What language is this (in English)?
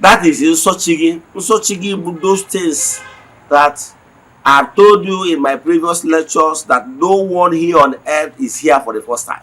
Igbo